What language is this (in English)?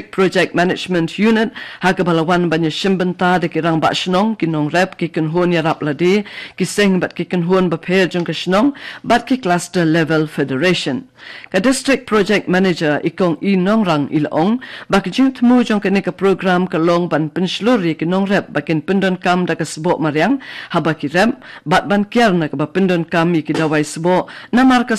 Khasi